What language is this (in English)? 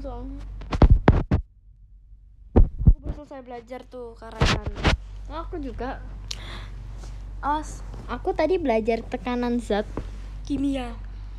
Indonesian